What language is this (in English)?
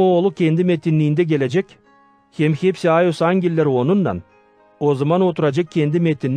Gagauz